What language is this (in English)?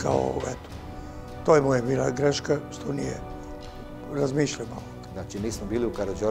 Serbian